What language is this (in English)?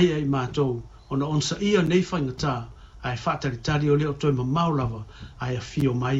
Samoan